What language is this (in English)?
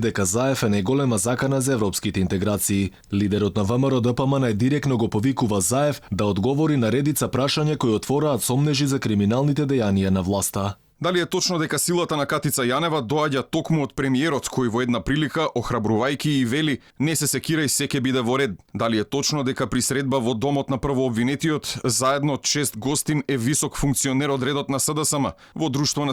Macedonian